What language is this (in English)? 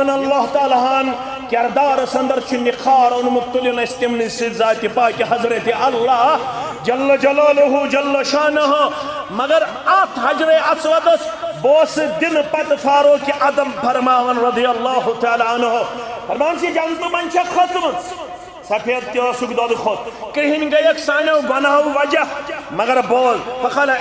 Kashmiri